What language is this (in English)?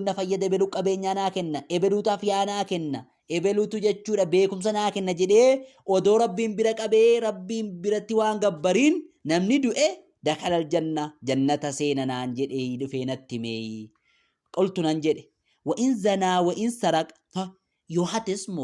Oromo